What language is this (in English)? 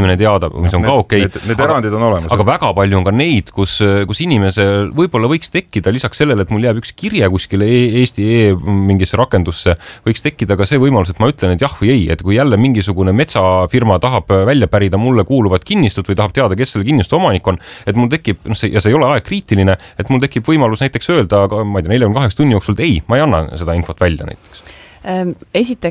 Estonian